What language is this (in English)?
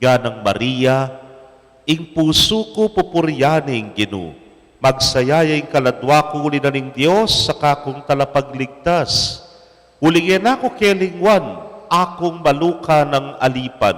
Pampanga